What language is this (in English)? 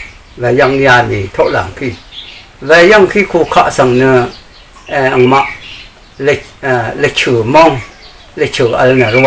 Rawang